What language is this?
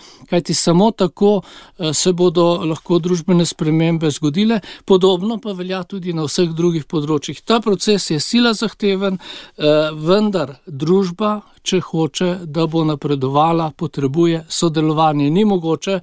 Slovenian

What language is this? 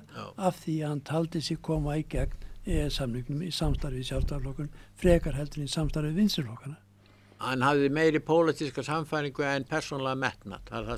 Icelandic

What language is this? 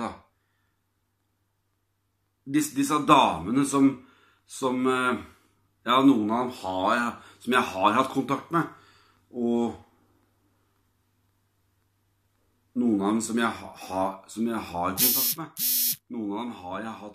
Norwegian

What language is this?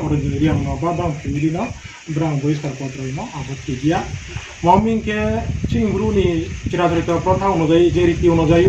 Riang (India)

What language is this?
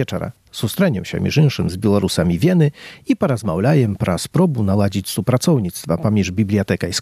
Belarusian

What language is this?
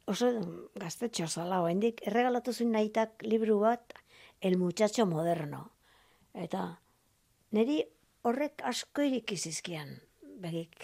Basque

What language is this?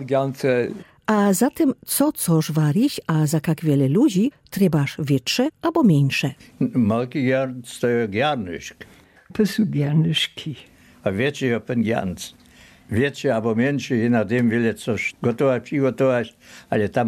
Lower Sorbian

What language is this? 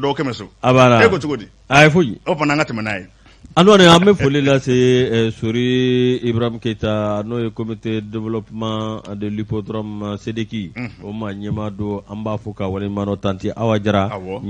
Bambara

